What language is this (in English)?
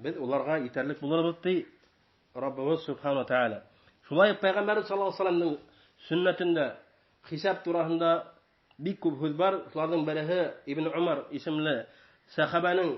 Bashkir